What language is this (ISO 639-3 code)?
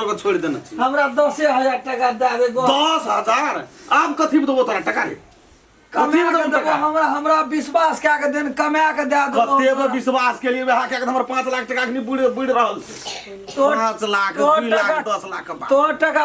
mai